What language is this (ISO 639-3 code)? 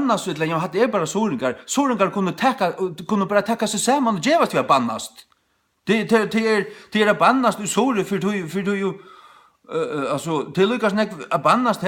fao